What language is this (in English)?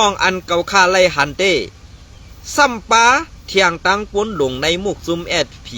Shan